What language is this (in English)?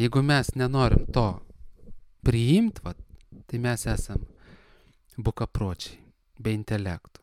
Lithuanian